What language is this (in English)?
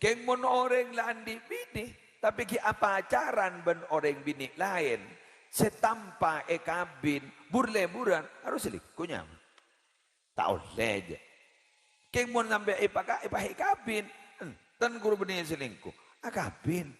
Madurese